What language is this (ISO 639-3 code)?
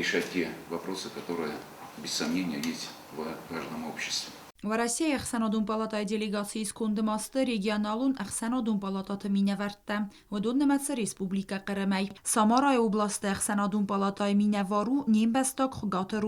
oss